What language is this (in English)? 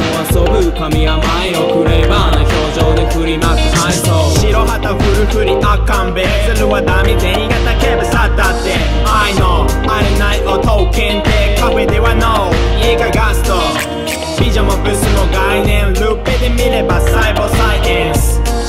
Japanese